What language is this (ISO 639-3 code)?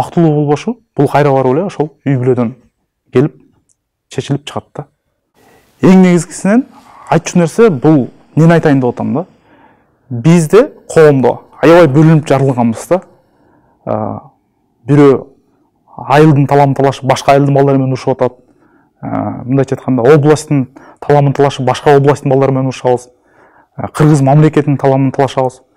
kir